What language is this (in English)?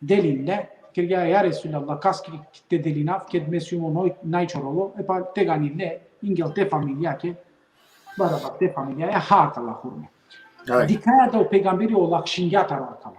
Balkan Romani